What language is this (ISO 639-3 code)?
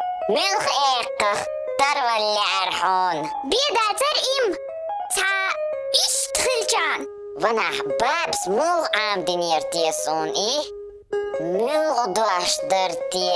che